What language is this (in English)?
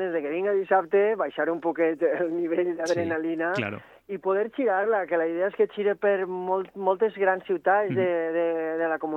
Catalan